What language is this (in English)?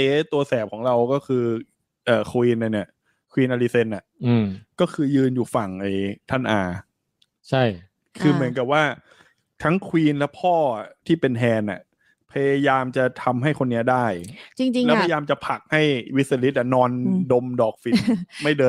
Thai